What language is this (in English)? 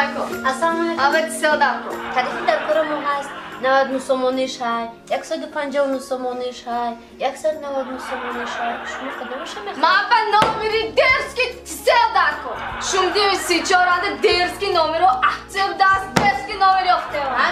Tajik